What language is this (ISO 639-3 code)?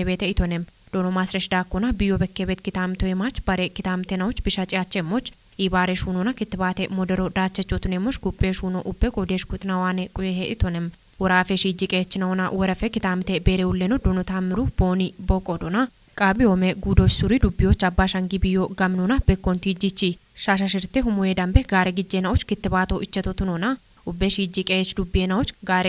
kbr